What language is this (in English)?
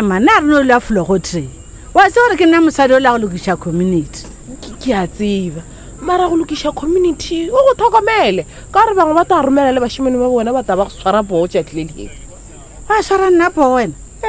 Northern Sotho